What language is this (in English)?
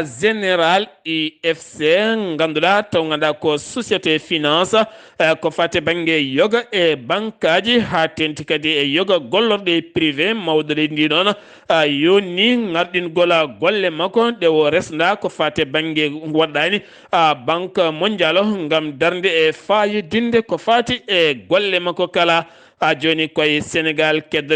Fula